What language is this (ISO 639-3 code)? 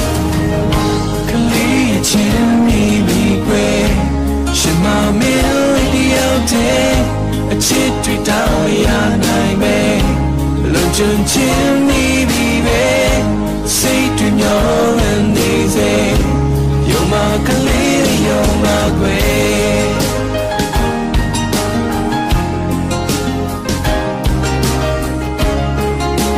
mya